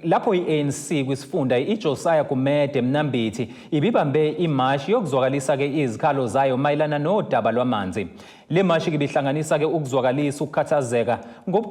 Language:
Zulu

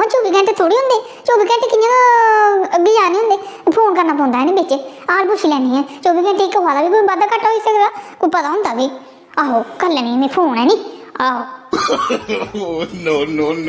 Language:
Dogri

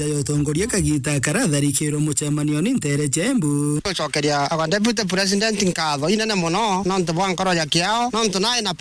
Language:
Meru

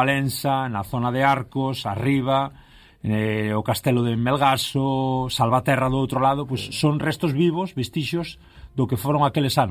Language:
Galician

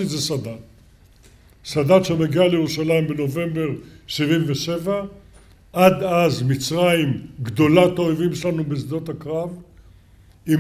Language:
Hebrew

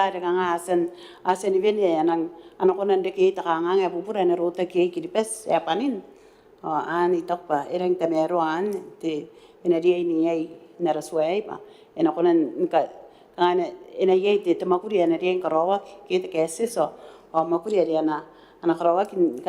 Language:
Gilbertese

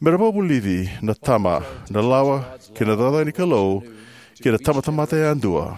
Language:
Fijian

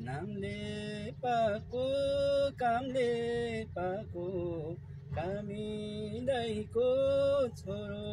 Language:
Nepali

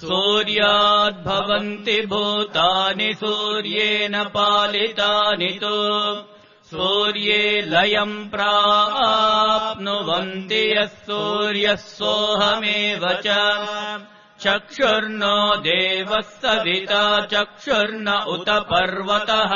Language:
Sanskrit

